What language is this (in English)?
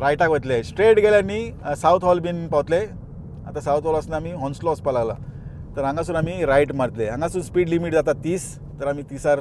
Konkani